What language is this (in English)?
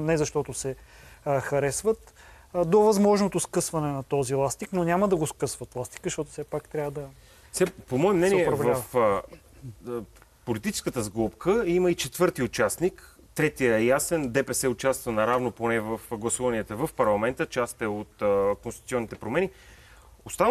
Bulgarian